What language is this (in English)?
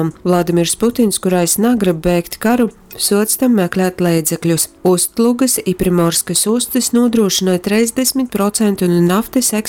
Latgalian